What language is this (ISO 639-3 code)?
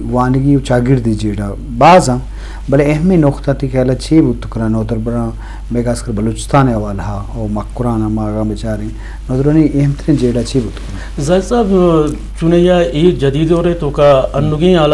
bgp